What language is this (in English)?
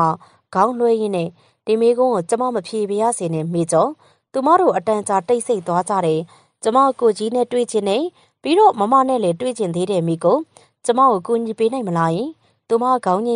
Burmese